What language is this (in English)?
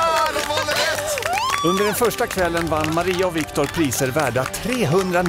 Swedish